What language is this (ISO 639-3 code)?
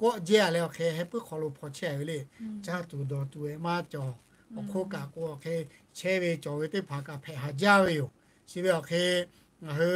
lhu